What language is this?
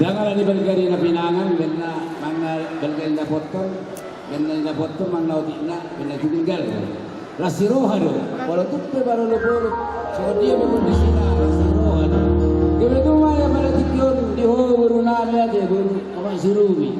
Batak Toba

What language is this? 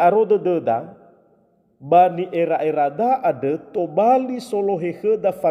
Nias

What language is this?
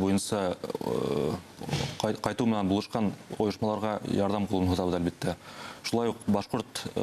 Bashkir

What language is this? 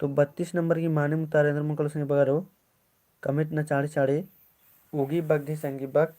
Kurukh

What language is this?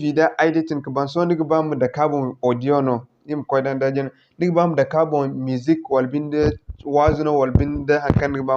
Zarma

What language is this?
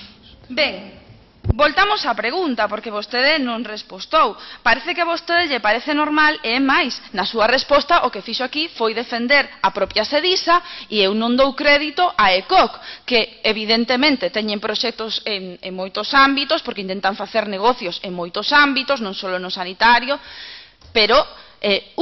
Galician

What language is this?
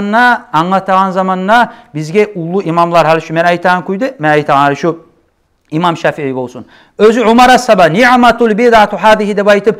Kumyk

